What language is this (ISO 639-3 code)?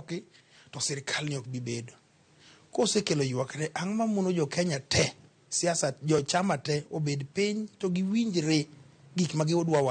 luo